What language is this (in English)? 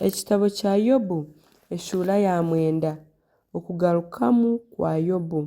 Nyankole